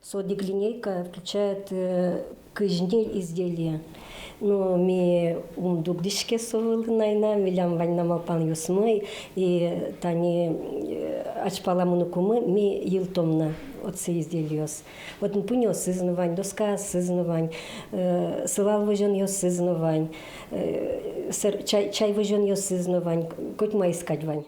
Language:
Udmurt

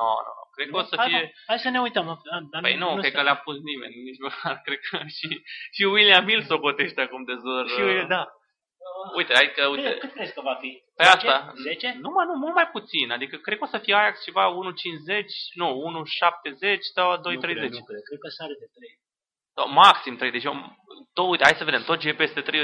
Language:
Romanian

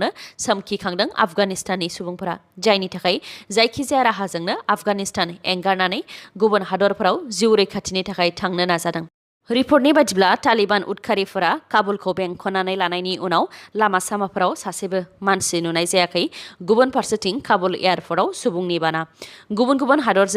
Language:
Bodo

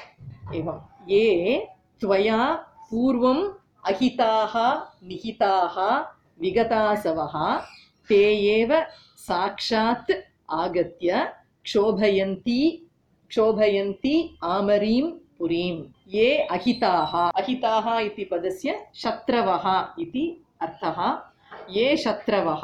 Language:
Sanskrit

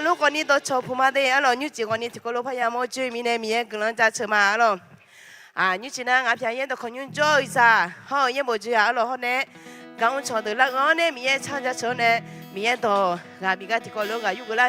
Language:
Akha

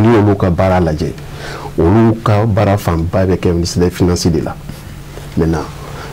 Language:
Bambara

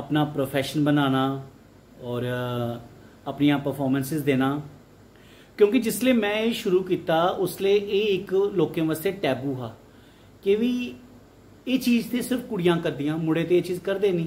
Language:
Dogri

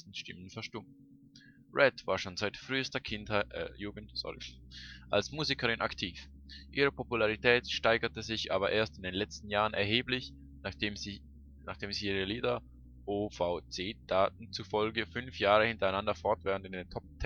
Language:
Swiss German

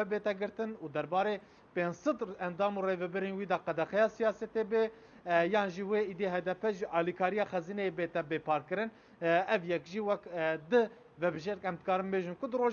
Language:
Kurdish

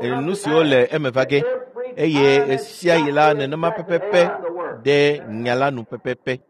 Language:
Ewe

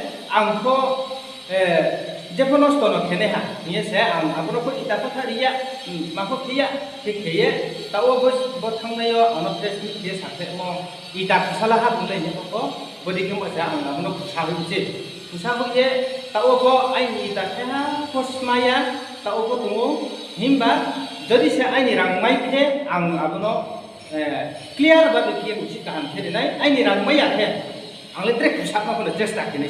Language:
Riang (India)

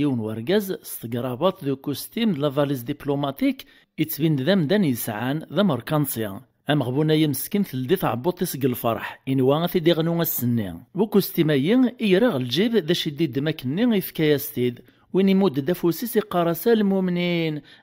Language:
Kabyle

